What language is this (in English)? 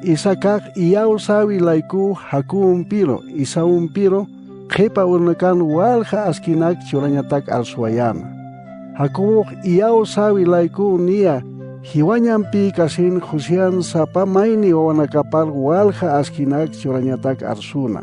Aymara